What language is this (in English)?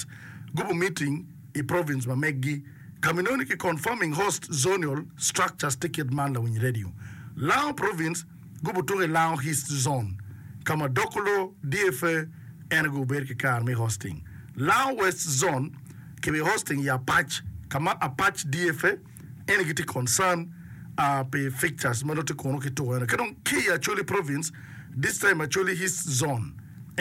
Acoli